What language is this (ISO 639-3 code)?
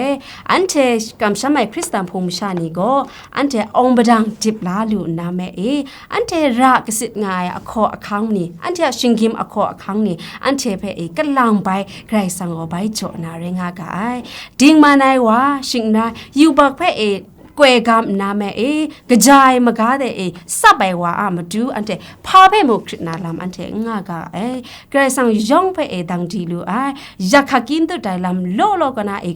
kac